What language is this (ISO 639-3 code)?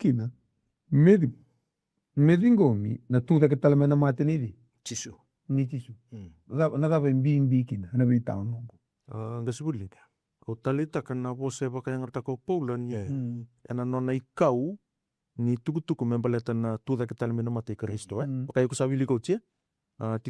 fij